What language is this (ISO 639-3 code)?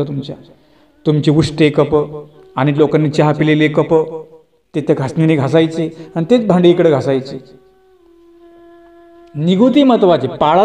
mar